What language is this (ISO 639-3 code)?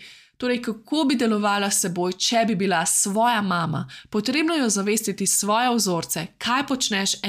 slv